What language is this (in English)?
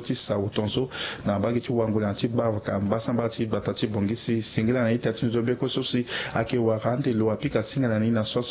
Sango